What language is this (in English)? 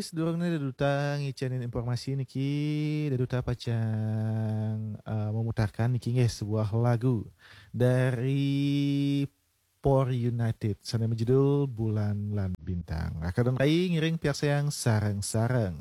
Balinese